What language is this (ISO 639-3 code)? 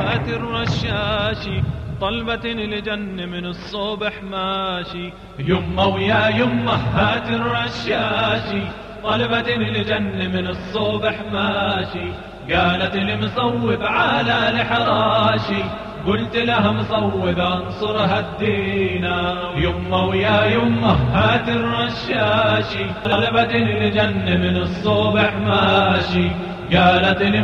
bos